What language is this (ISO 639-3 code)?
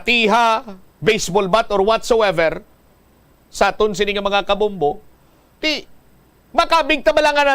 hil